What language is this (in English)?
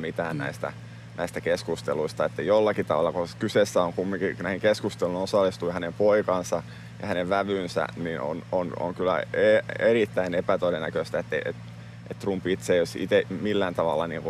Finnish